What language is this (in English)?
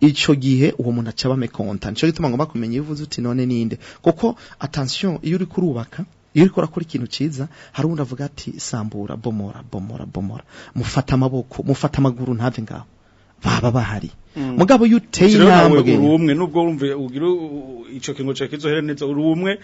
Rundi